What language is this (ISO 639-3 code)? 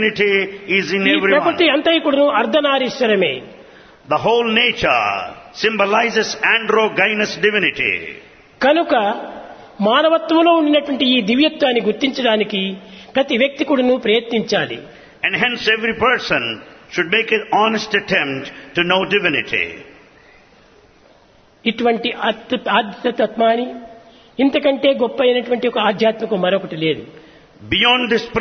tel